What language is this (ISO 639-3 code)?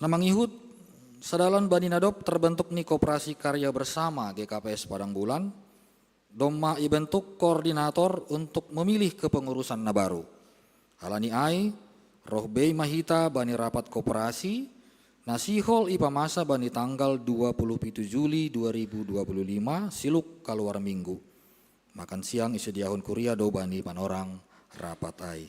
bts